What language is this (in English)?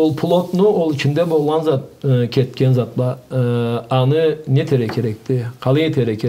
Karachay-Balkar